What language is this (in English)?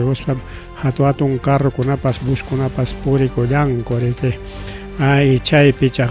Ayacucho Quechua